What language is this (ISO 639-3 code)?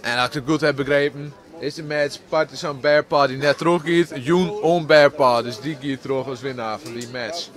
fry